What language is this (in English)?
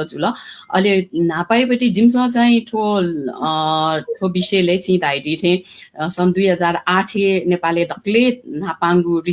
Newari